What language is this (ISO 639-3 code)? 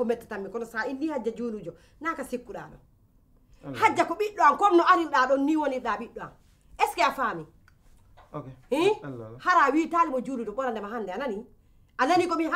fuf